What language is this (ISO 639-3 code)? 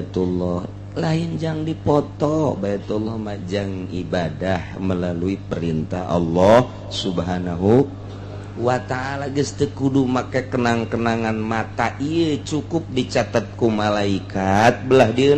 sun